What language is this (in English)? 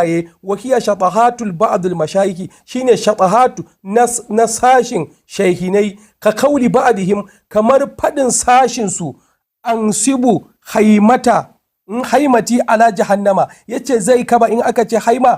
Hausa